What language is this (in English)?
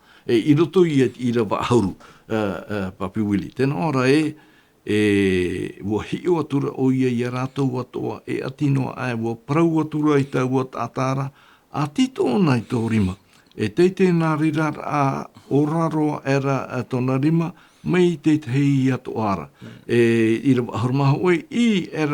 Tahitian